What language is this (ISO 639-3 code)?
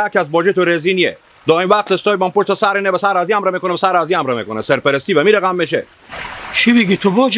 haz